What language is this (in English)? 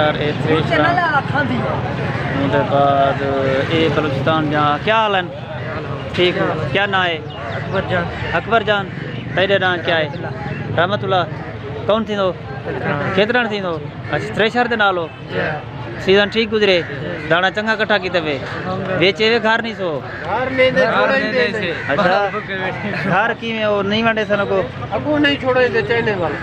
Saraiki